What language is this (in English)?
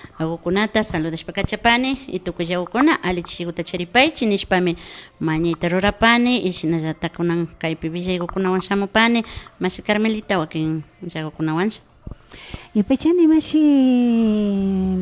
Imbabura Highland Quichua